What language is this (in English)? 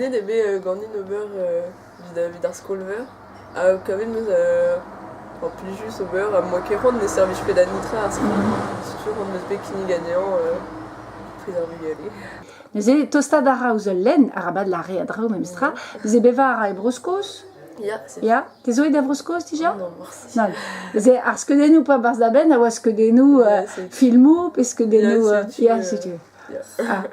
Breton